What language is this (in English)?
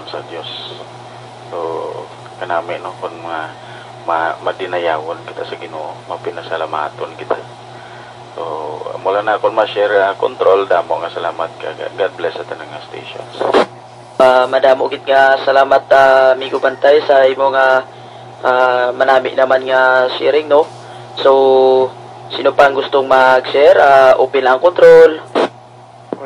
Hiligaynon